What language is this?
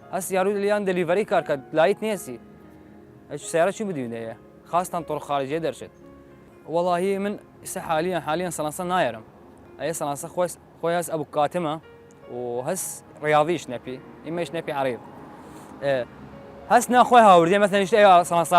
Southern Kurdish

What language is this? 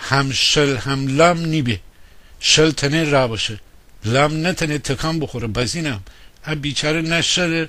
Gilaki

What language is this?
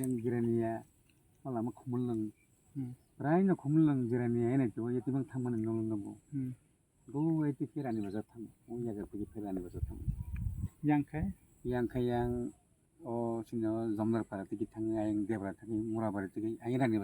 Kok Borok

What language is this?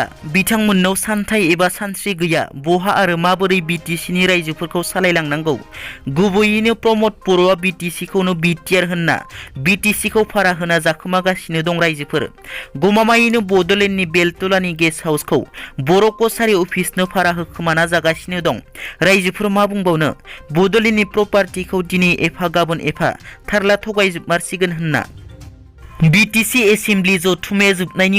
Bodo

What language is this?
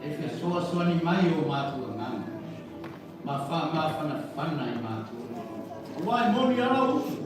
Samoan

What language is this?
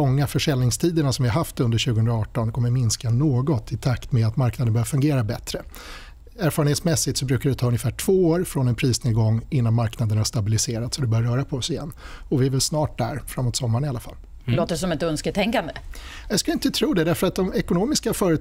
Swedish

